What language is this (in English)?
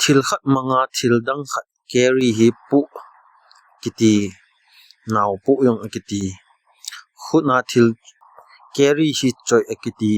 Thado Chin